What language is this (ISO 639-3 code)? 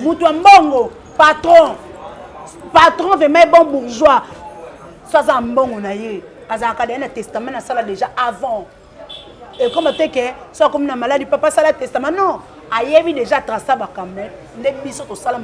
lin